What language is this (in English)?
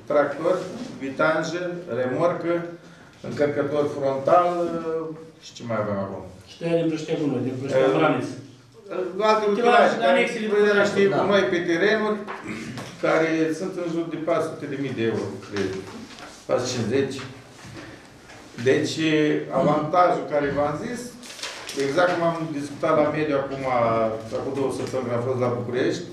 Romanian